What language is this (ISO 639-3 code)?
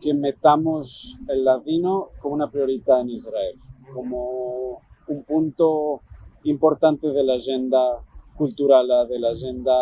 lad